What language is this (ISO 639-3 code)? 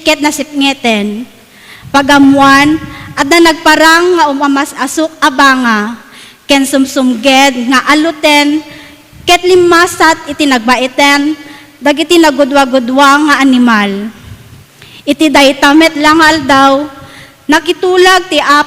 ilo